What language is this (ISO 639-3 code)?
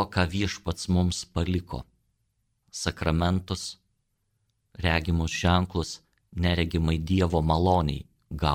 lit